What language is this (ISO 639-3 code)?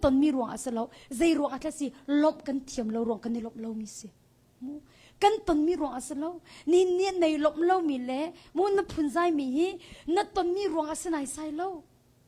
cnh